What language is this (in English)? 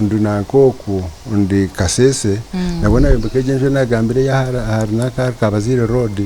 Nyankole